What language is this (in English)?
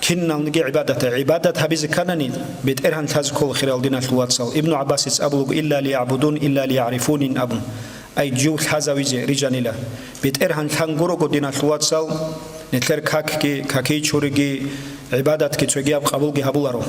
Avaric